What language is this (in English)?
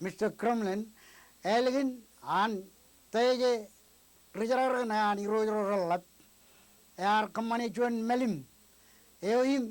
Marshallese